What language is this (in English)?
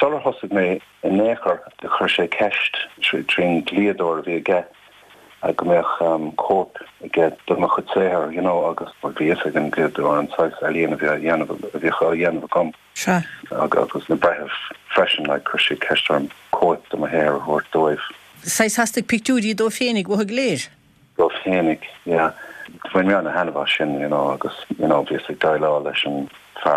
Irish